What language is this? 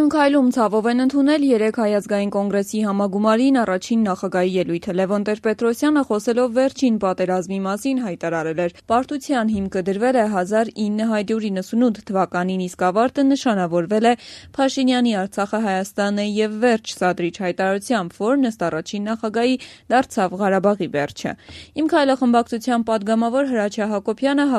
Armenian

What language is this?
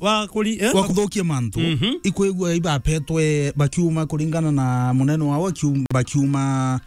Meru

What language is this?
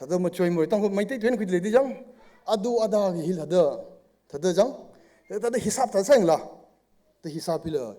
Tangkhul Naga (India)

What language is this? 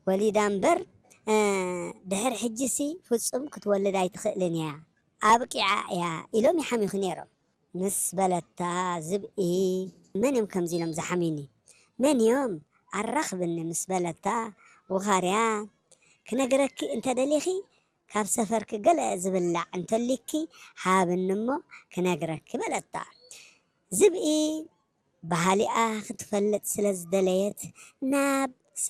Tigrinya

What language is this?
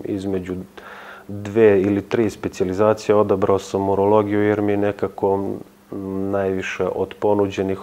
Serbian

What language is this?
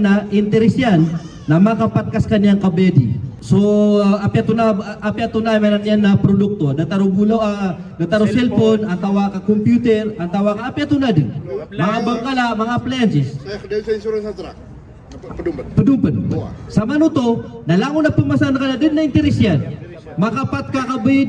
Maranao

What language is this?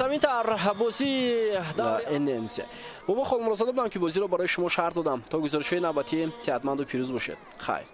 Tajik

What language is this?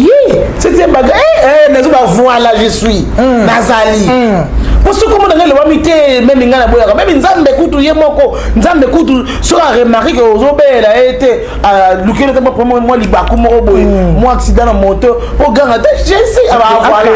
Lingala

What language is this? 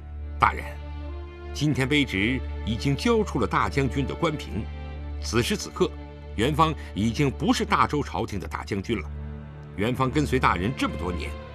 Chinese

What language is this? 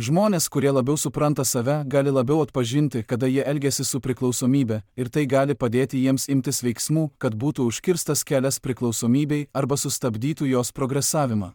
Lithuanian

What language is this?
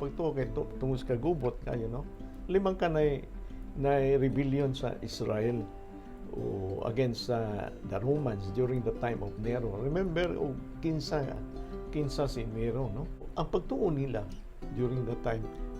Cebuano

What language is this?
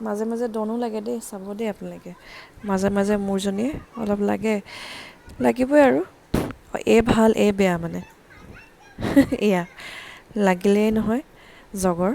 Assamese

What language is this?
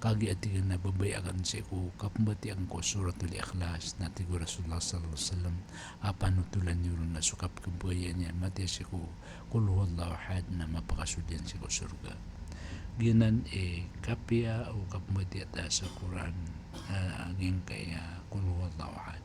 Maranao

